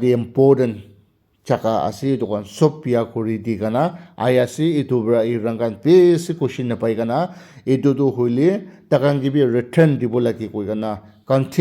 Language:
Naga Pidgin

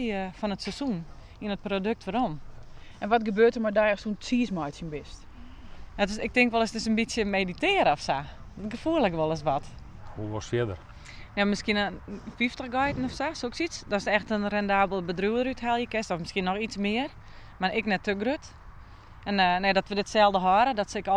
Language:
Western Frisian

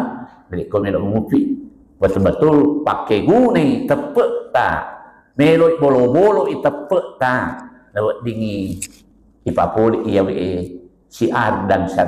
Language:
Buginese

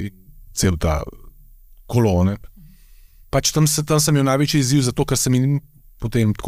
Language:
Slovenian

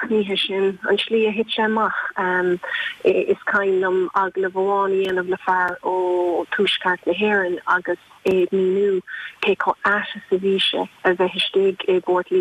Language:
Irish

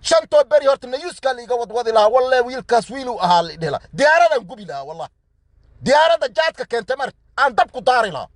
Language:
Somali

